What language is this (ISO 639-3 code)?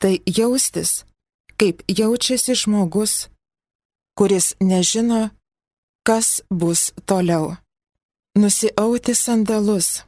lit